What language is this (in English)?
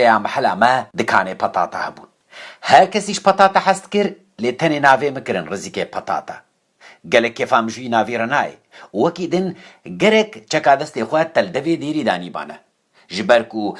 Kurdish